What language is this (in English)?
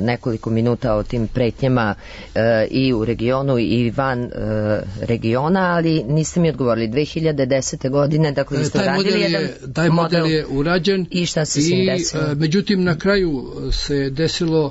Serbian